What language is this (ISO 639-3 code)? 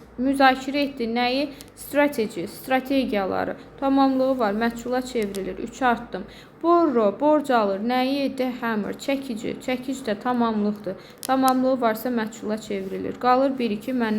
aze